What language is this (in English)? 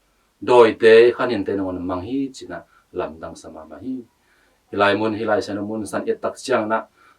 Tedim Chin